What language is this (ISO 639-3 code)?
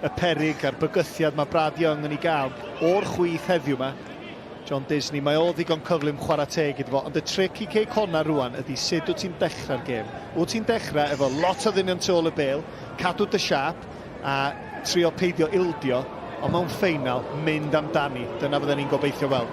cym